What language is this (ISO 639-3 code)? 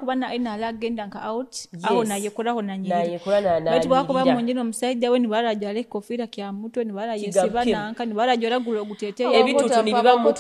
nyo